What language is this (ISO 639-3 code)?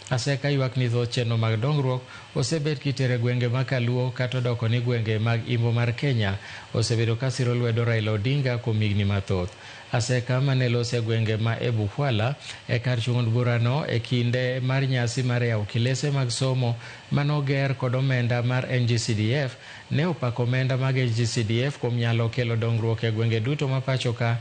luo